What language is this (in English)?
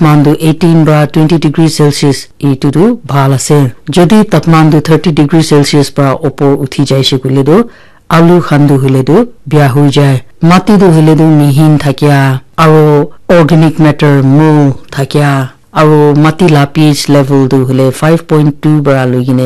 Naga Pidgin